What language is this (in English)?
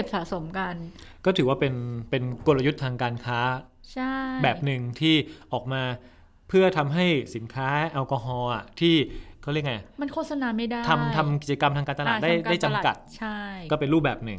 Thai